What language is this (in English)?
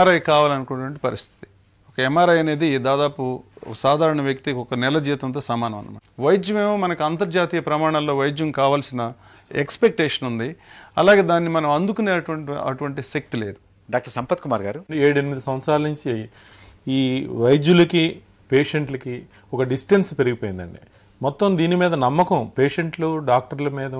Telugu